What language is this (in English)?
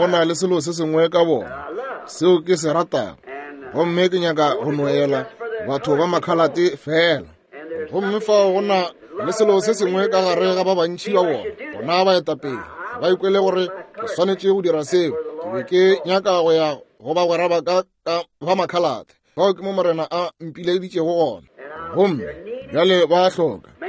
Northern Sotho